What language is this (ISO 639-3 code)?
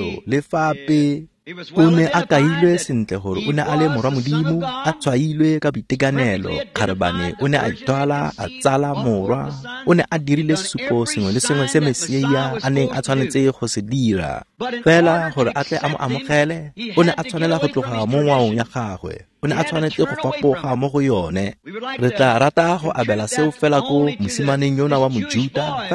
tsn